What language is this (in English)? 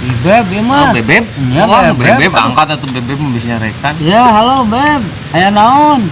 Sundanese